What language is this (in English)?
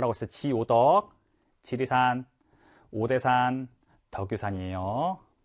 Korean